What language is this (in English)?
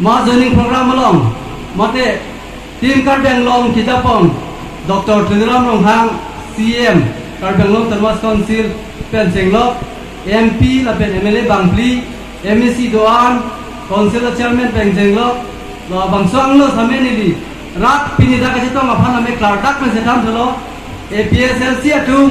Karbi